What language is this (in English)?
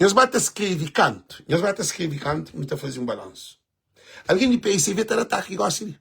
Kabuverdianu